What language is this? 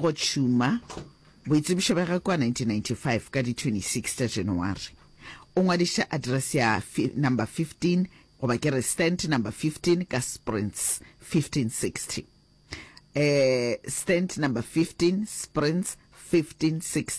Northern Sotho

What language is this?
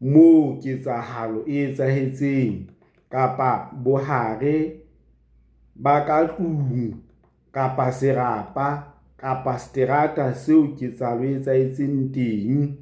Southern Sotho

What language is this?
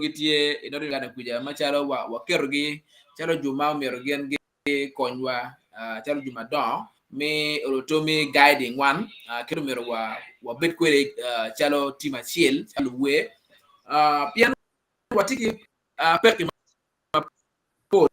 Acoli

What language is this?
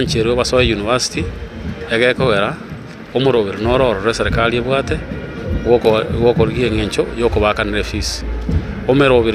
Gusii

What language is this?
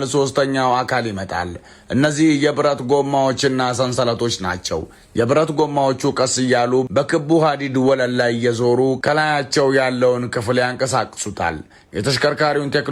Amharic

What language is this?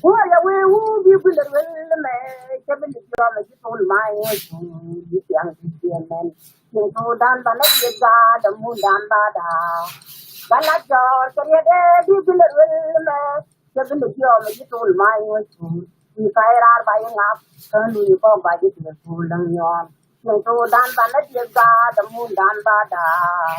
Nuer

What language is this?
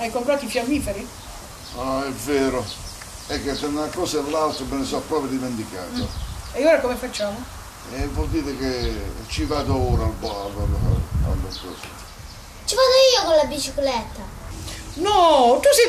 Italian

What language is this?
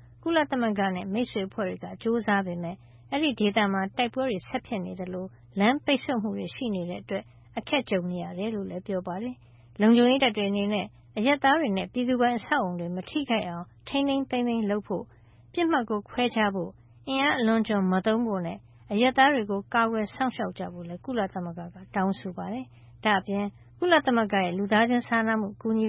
Burmese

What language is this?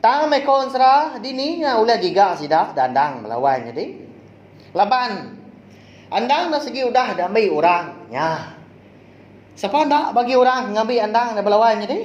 Iban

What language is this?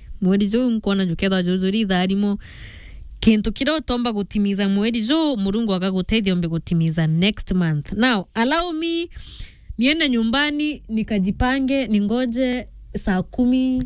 Meru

